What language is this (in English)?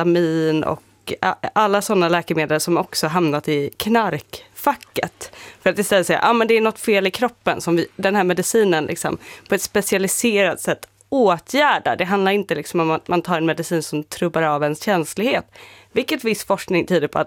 Swedish